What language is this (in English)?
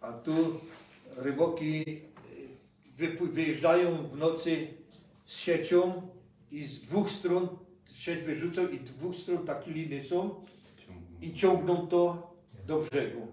Silesian